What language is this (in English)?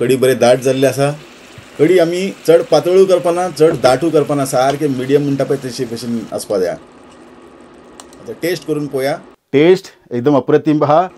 Konkani